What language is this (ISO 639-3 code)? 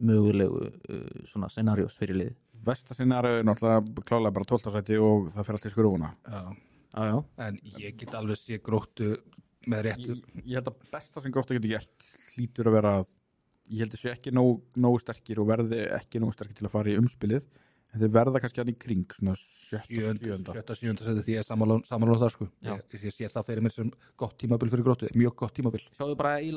isl